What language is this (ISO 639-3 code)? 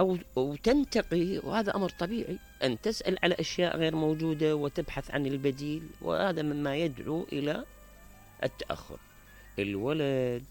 acm